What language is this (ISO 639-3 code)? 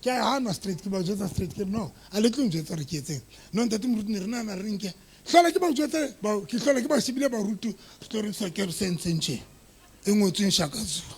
sot